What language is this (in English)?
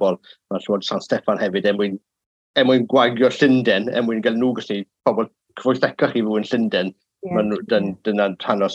Welsh